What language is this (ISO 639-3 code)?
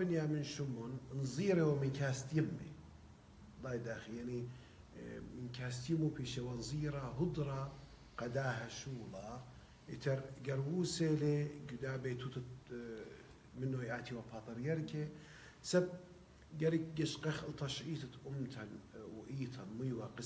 aii